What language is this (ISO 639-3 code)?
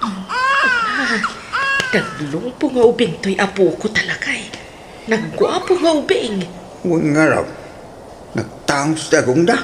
ilo